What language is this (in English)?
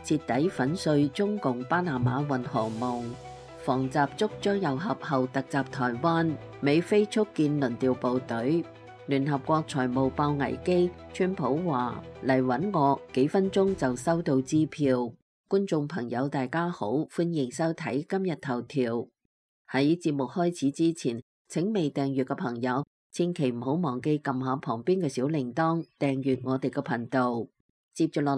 Cantonese